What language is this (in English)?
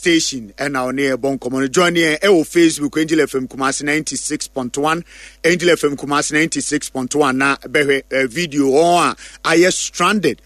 Akan